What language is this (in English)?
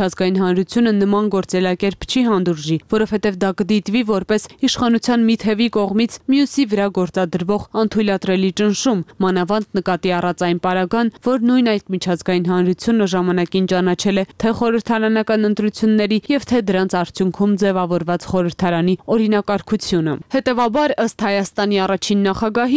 Armenian